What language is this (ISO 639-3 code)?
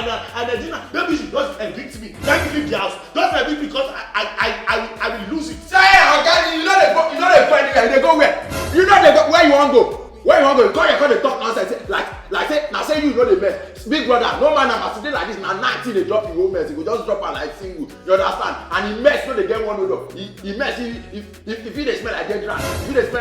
pcm